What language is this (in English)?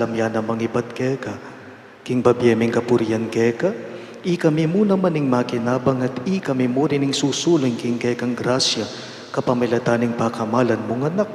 Pampanga